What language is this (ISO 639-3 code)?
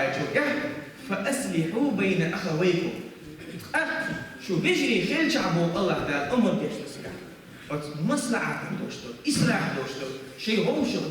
che